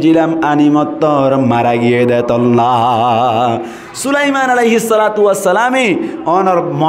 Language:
Rohingya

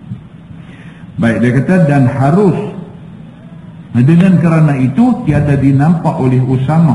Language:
Malay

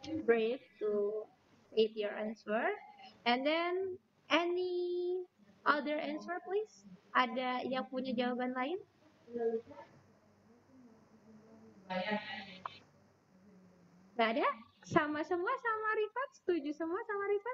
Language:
Indonesian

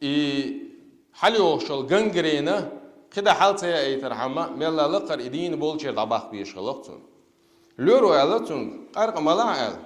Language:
Chechen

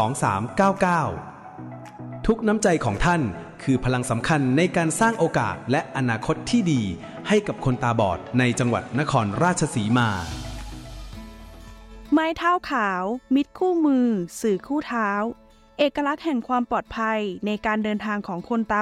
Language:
Thai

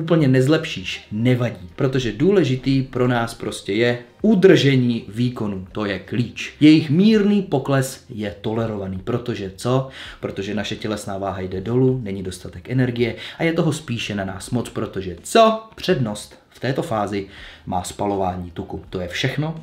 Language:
Czech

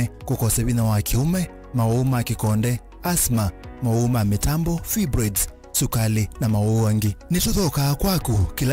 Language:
Kamba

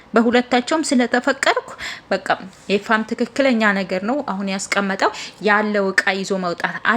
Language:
Amharic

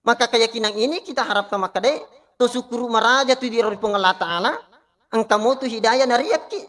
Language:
Buginese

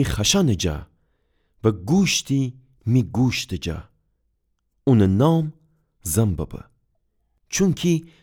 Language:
Gilaki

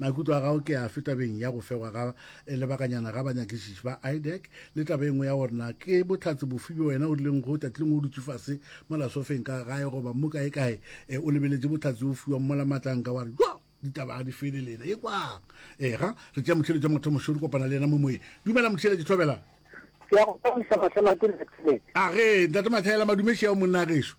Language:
Northern Sotho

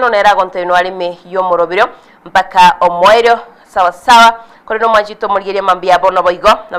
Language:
Gusii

